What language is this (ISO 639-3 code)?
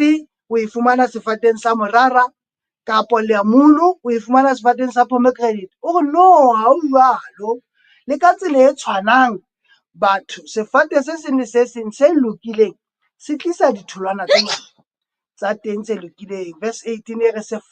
sot